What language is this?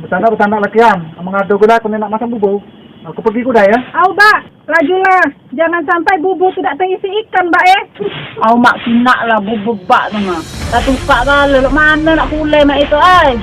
Musi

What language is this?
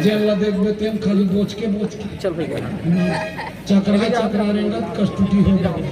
Chhattisgarhi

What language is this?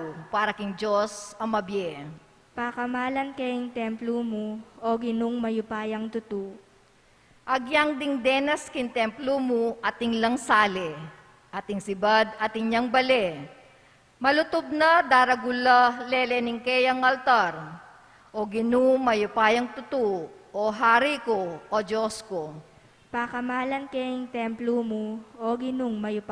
Pampanga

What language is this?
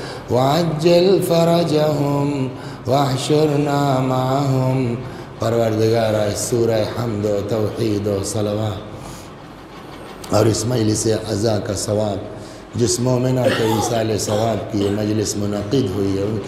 Urdu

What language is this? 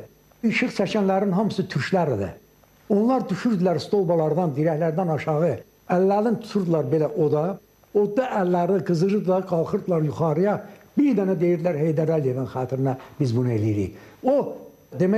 Azerbaijani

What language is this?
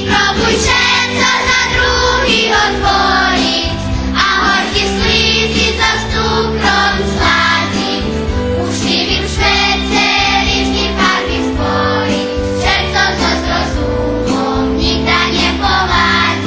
Rusyn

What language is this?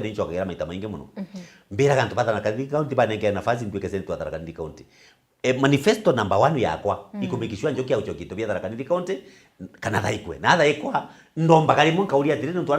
Meru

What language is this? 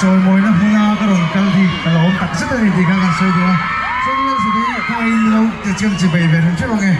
Mizo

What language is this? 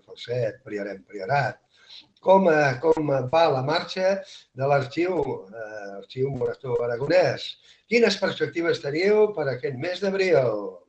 Catalan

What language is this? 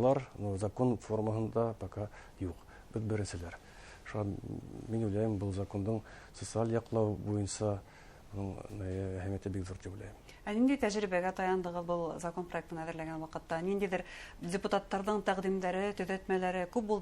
Bashkir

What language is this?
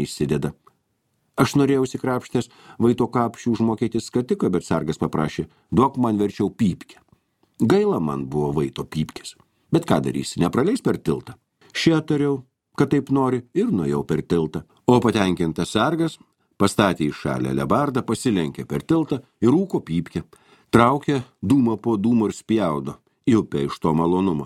Lithuanian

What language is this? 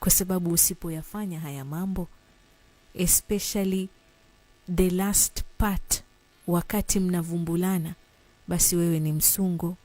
Swahili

